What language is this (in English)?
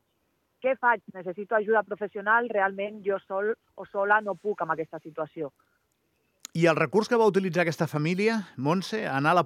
Catalan